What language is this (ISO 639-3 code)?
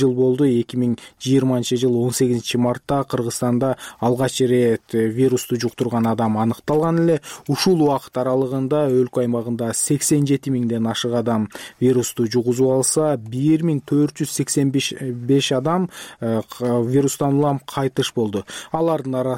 kir